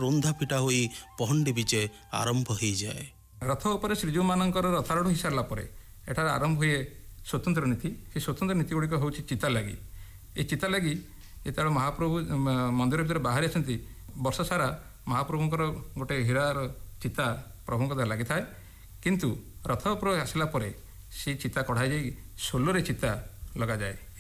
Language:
Odia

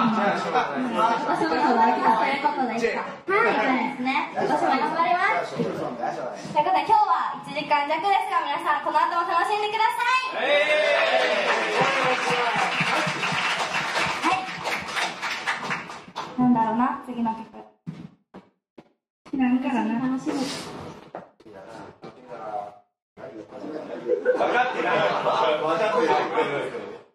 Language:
Japanese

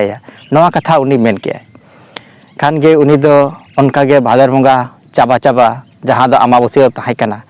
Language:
Santali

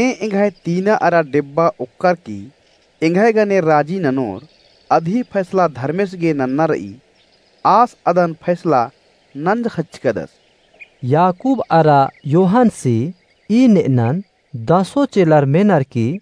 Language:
Kurukh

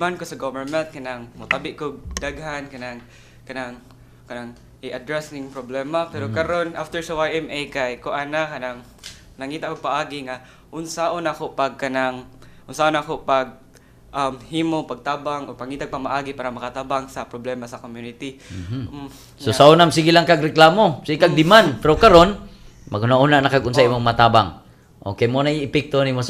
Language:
Cebuano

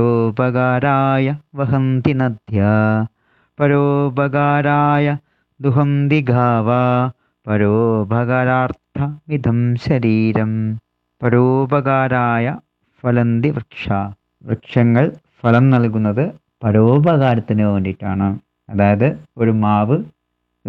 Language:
Malayalam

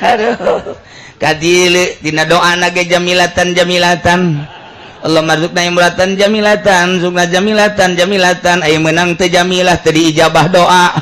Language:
Sundanese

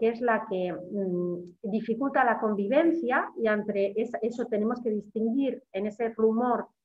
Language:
Spanish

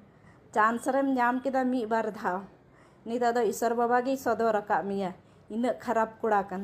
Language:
Santali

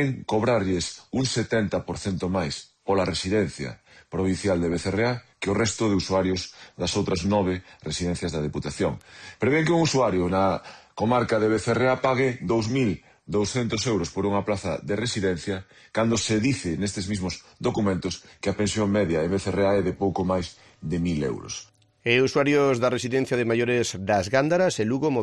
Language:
Galician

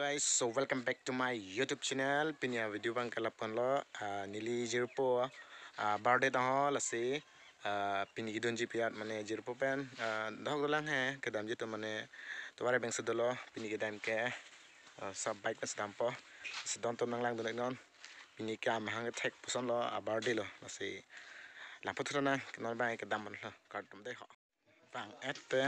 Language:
Karbi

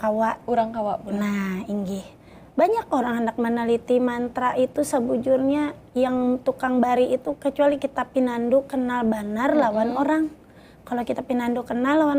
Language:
Banjar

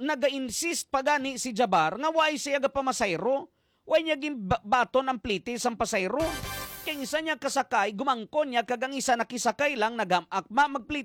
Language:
Hiligaynon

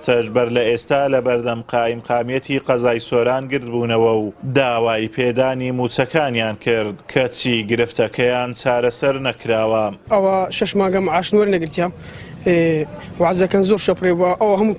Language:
Central Kurdish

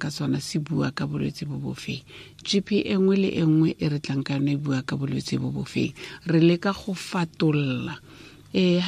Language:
Tswana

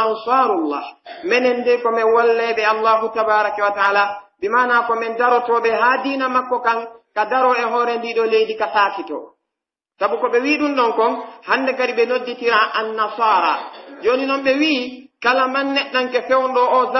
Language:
Pular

